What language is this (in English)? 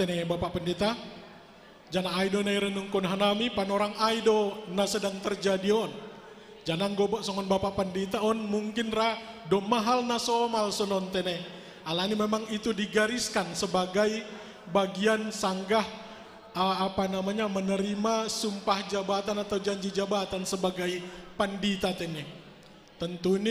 Batak Simalungun